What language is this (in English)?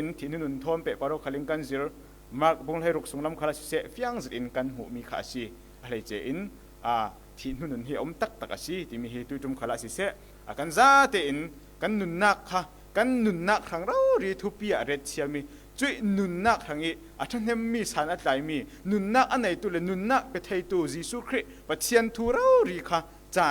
Falam Chin